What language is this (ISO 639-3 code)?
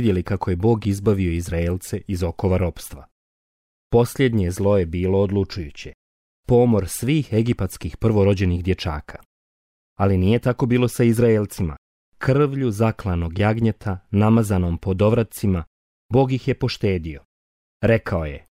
bos